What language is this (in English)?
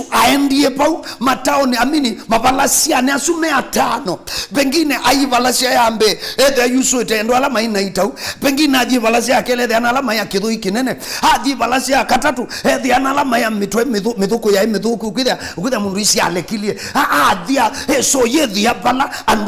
Kamba